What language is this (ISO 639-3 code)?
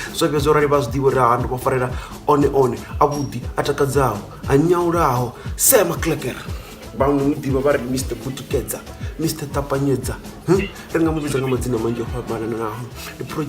ven